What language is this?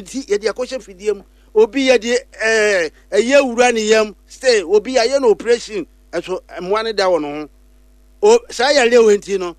Akan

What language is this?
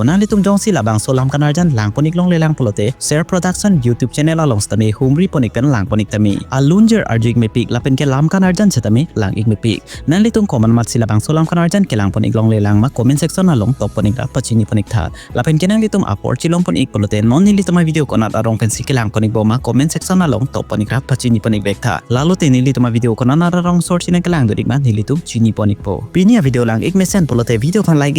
Karbi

